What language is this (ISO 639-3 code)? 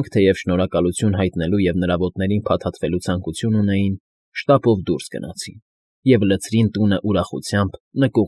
hye